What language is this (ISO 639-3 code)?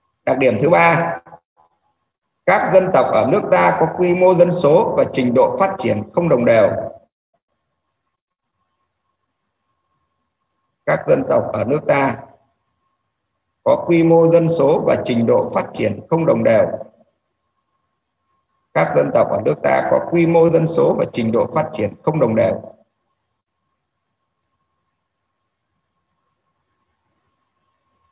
vie